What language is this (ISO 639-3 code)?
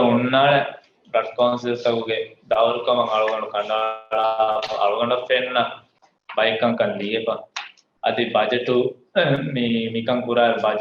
div